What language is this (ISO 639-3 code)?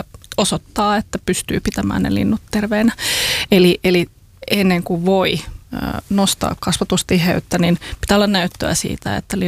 fin